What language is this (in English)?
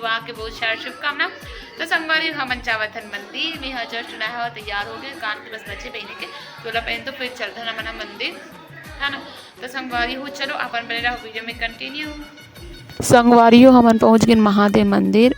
Chhattisgarhi